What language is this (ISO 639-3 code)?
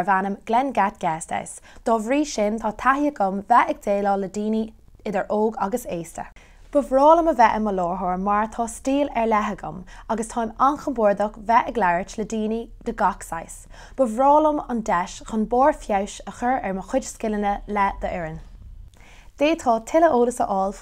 gle